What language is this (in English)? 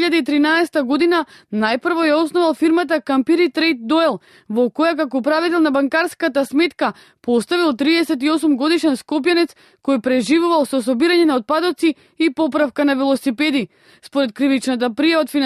Macedonian